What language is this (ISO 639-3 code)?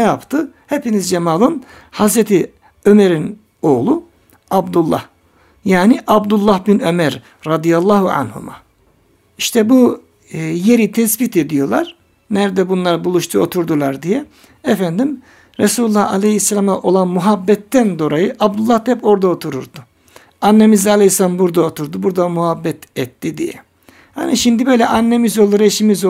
tur